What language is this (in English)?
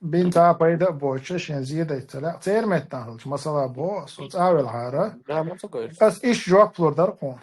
Chechen